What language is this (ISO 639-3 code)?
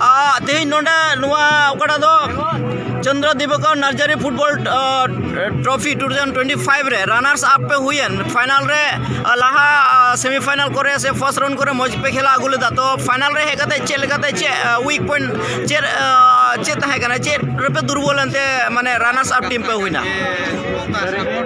sat